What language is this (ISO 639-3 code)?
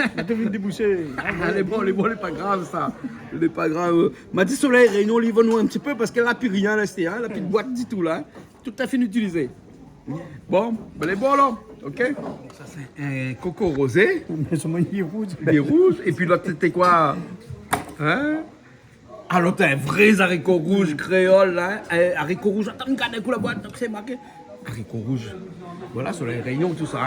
rcf